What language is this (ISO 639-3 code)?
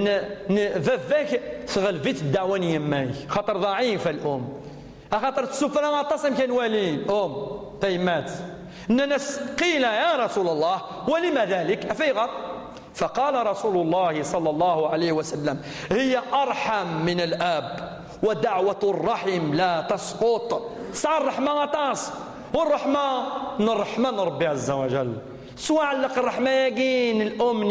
kab